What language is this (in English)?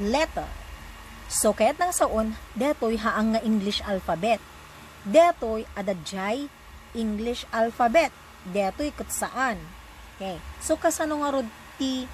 Iloko